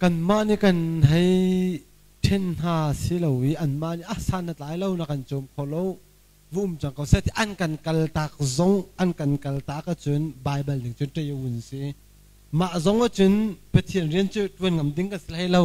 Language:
Hakha Chin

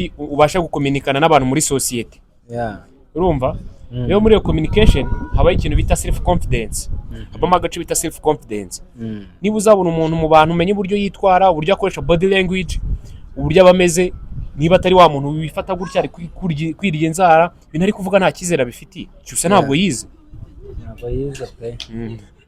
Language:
Kinyarwanda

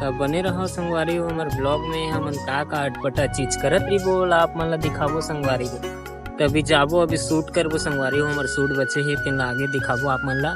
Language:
Chhattisgarhi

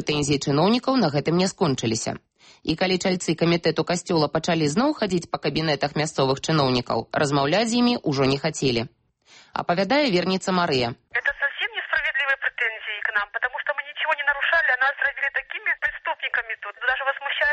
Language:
Belarusian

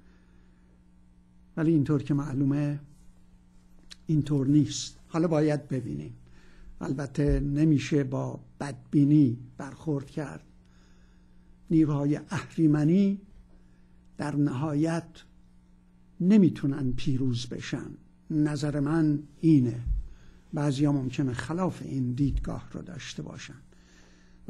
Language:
Persian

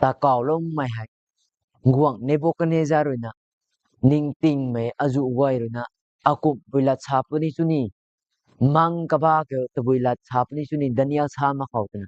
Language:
Rongmei Naga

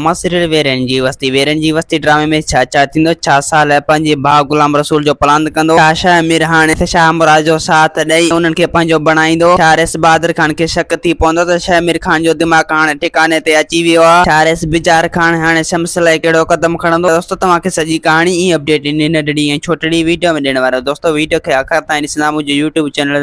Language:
Sindhi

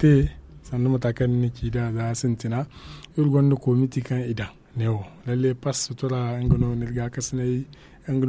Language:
Zarma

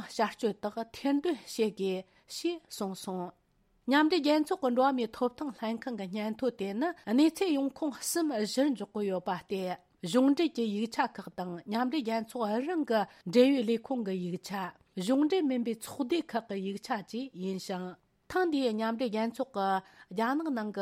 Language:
Tibetan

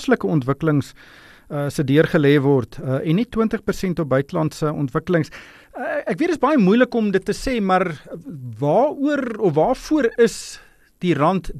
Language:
Afrikaans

